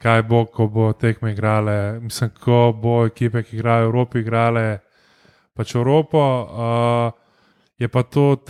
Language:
Slovenian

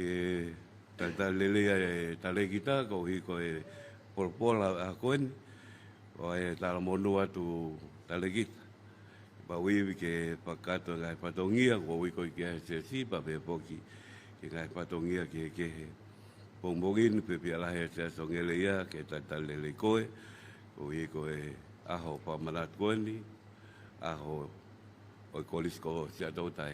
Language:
Tongan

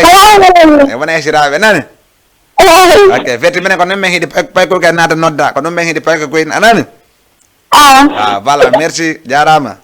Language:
Fula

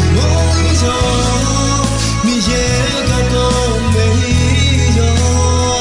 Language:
Akha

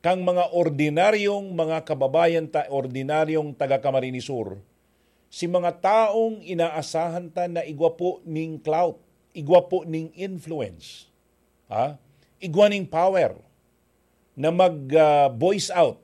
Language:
Bikol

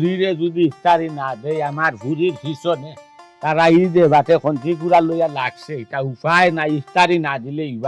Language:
Sylheti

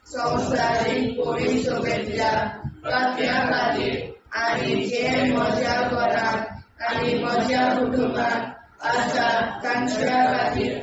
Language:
Konkani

